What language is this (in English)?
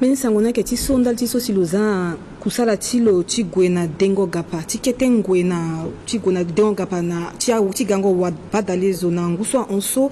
Sango